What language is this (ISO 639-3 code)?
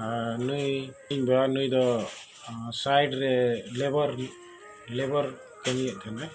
sat